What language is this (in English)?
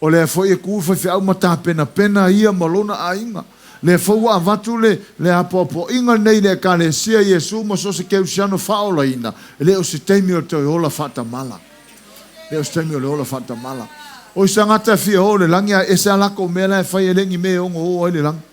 Samoan